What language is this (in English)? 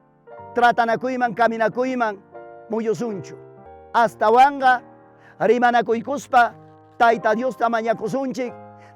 Ayacucho Quechua